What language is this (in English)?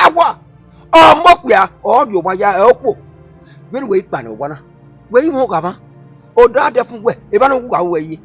Bini